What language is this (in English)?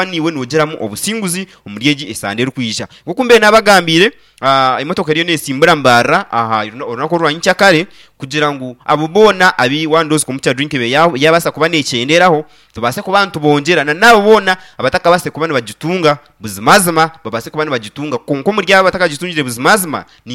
Nyankole